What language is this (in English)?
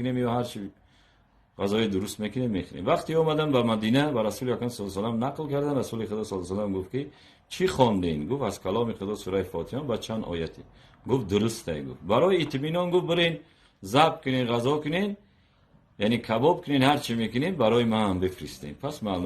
Tajik